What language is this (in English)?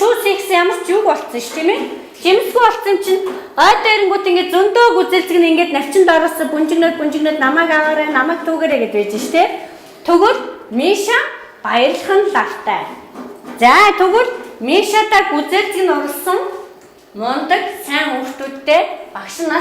Mongolian